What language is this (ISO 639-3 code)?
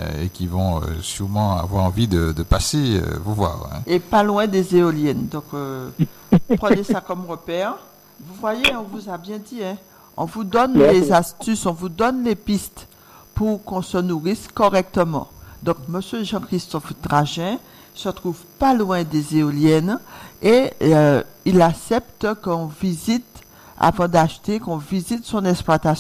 fra